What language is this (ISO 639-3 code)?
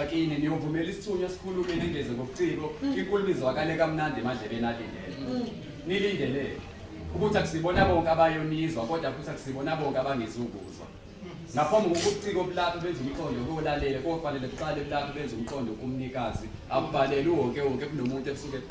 zul